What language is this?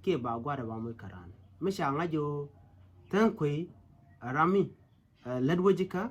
Nuer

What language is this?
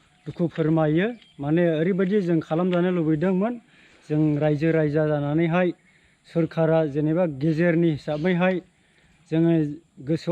Bodo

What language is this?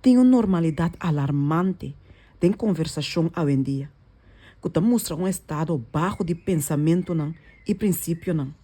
Papiamento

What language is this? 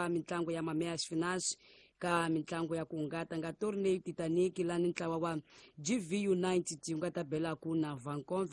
Tsonga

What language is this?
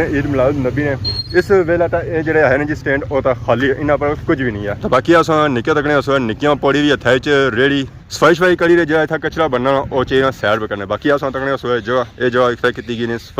Pahari-Potwari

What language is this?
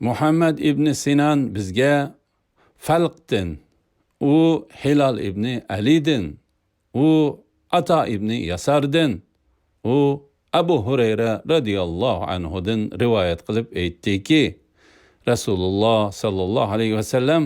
Uyghur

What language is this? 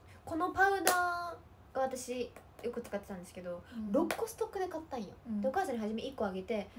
Japanese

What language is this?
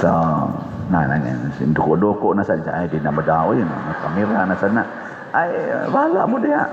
Cebuano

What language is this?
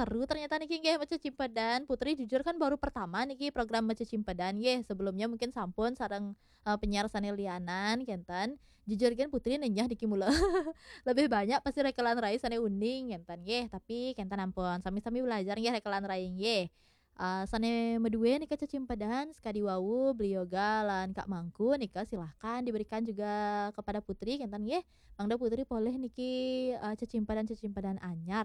Balinese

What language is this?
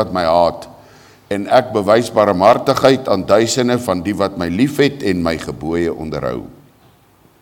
Afrikaans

